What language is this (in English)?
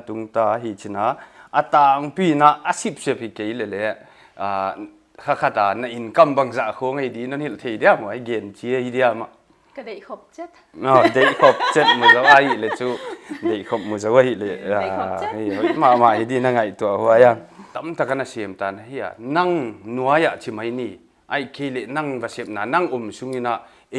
Paite Chin